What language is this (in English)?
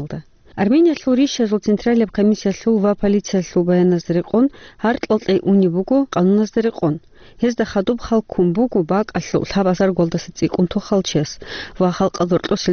Avaric